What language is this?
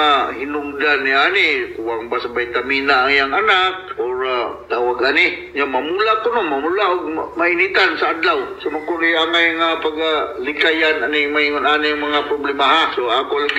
Cebuano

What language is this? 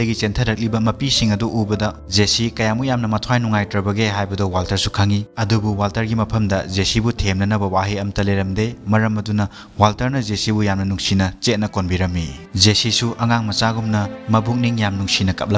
Manipuri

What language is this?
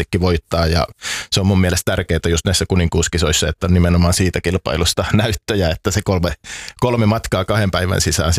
Finnish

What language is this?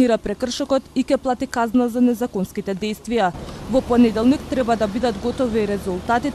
Macedonian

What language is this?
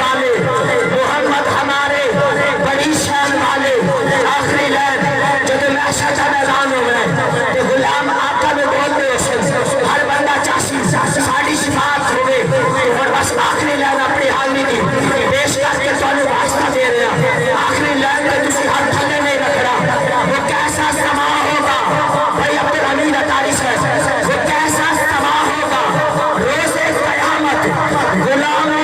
Saraiki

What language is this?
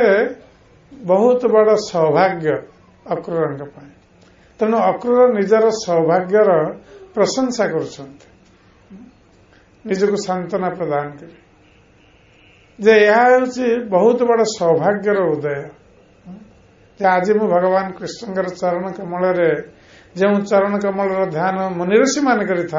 Odia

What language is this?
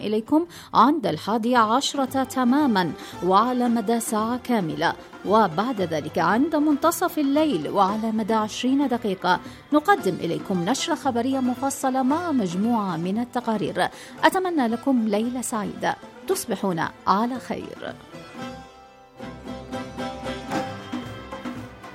Arabic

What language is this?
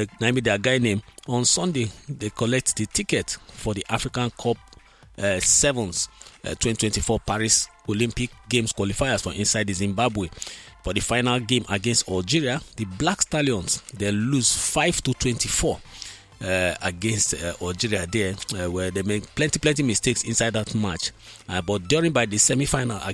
Nigerian Pidgin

